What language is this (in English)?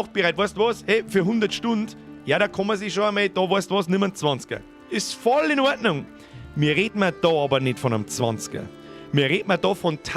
Bavarian